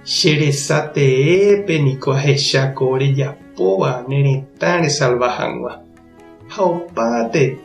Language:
Guarani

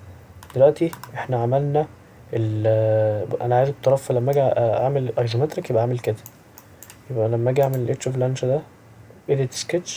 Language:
Egyptian Arabic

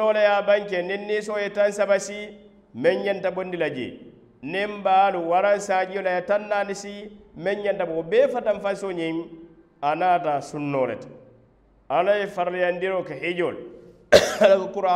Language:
Mandingo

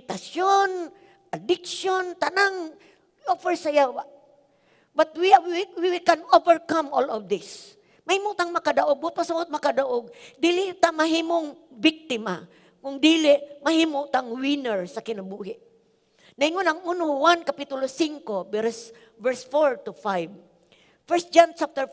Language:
Cebuano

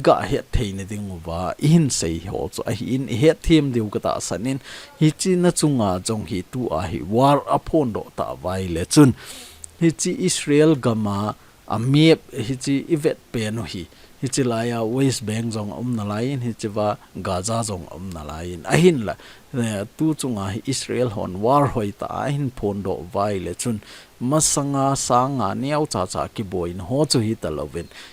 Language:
Thado Chin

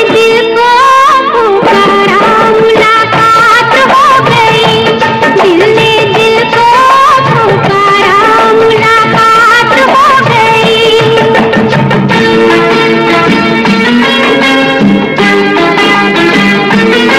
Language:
Hindi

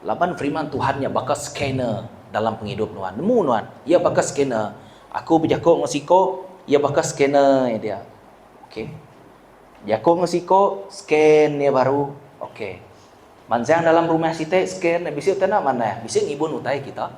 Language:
Iban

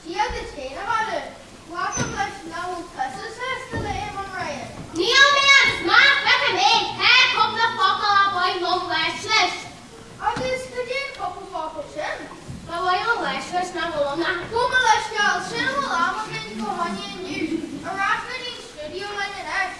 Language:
Irish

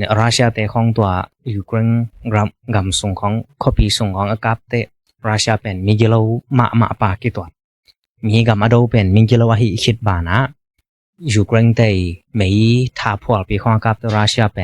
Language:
Tedim Chin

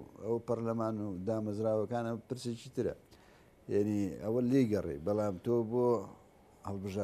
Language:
Central Kurdish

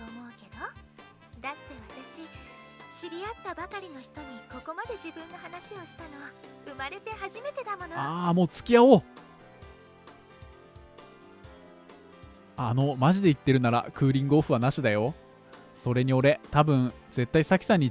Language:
Japanese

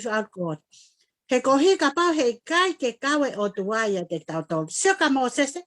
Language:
Tongan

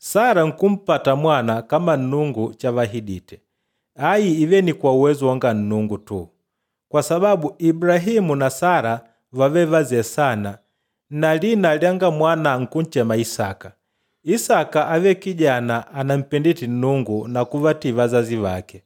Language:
Makonde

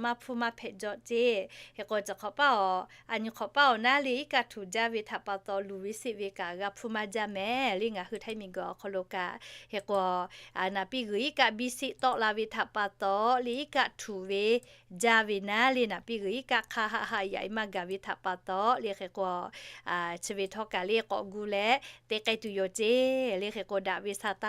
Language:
Lahu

